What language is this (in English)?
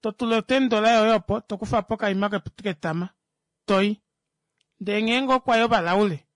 Kuanyama